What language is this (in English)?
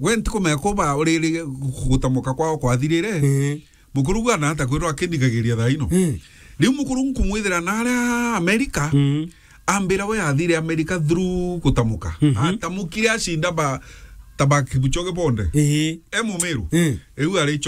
Meru